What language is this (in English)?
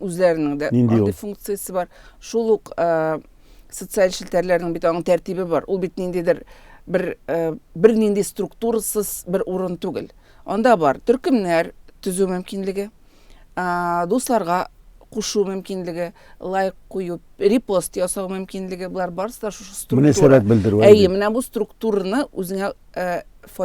Tatar